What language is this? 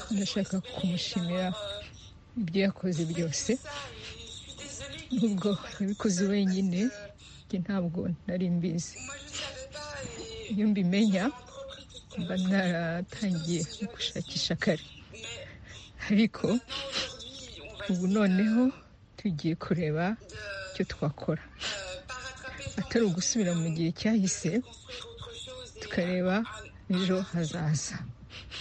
Kinyarwanda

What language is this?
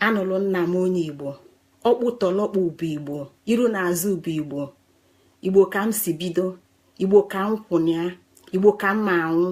Igbo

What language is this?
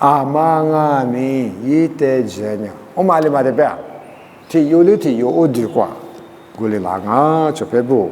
Lisu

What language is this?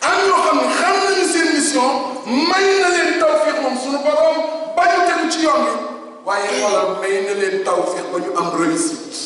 Wolof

